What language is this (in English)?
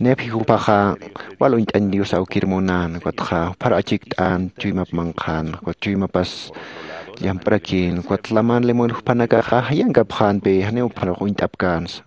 Aymara